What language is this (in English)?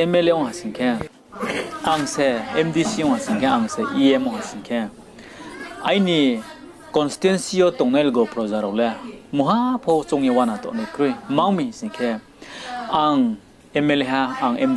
Riang (India)